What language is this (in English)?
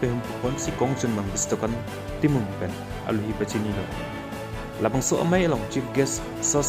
Karbi